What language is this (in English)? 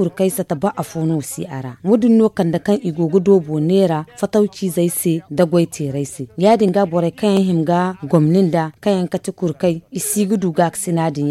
Zarma